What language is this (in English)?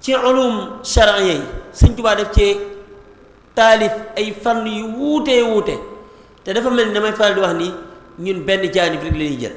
Wolof